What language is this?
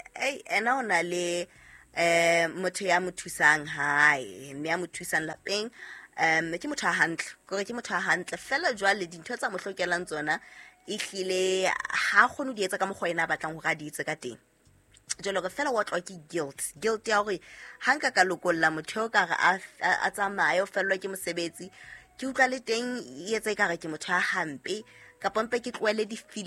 Southern Sotho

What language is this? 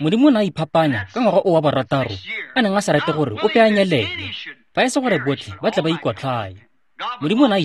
Tswana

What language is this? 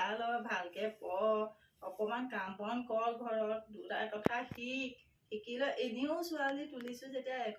Assamese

